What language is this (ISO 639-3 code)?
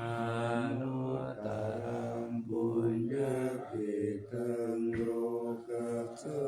pli